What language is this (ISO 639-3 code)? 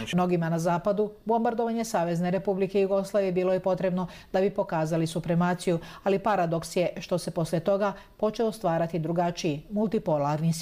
hrv